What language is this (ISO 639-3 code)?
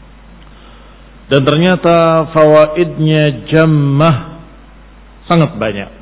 ind